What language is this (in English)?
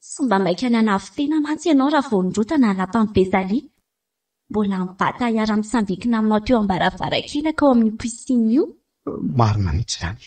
Malagasy